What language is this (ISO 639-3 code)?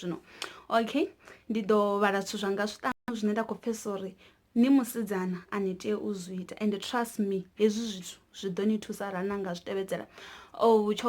ven